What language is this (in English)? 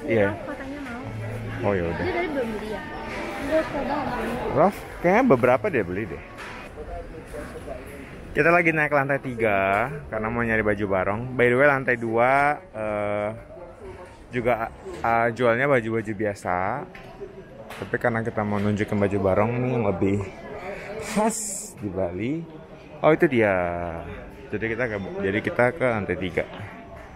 Indonesian